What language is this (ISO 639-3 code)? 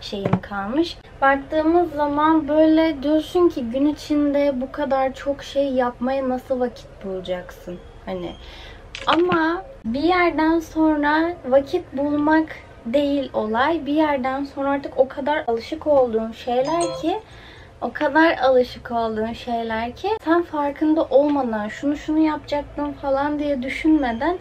tur